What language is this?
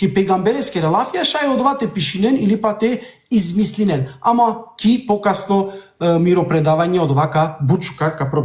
Balkan Romani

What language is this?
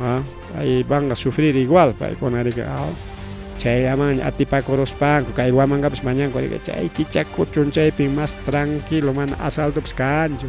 Ayacucho Quechua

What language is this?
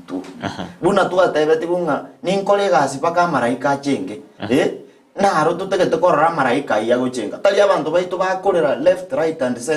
Gusii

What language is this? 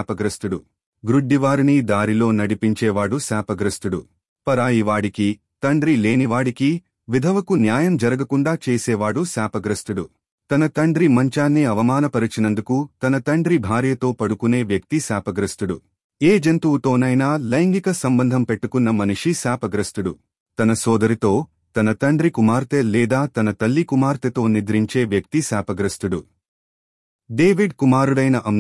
Telugu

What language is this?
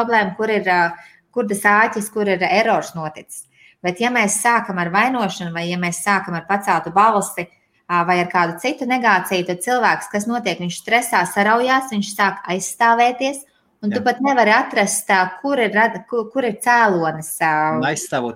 Latvian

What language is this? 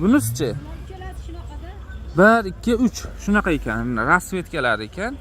Uzbek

